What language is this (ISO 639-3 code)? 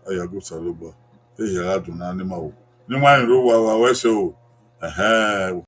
bin